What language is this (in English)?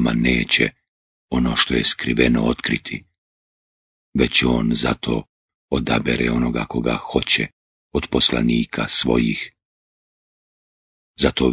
Bosnian